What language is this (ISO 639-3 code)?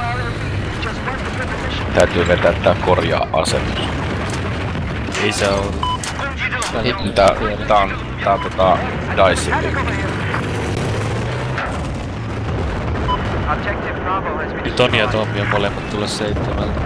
fin